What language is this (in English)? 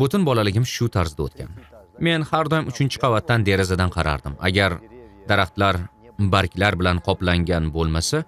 Uzbek